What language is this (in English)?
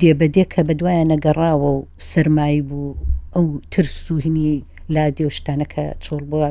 Central Kurdish